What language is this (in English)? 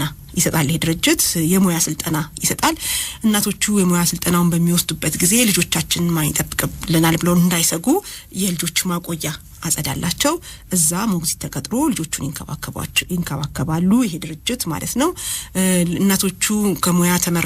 Amharic